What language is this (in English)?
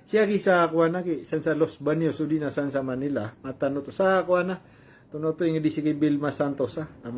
Maranao